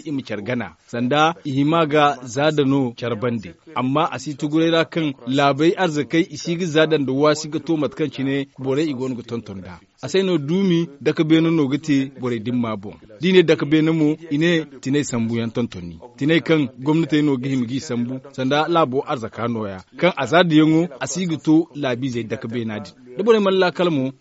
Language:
Zarma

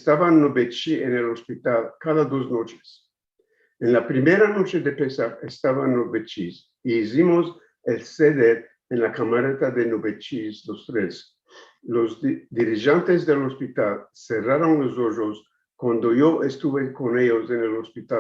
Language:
Ladino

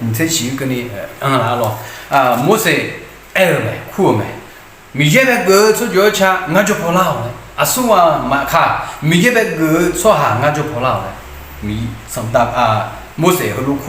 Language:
Akha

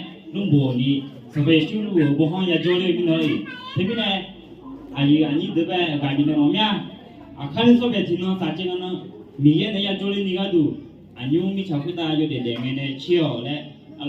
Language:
Akha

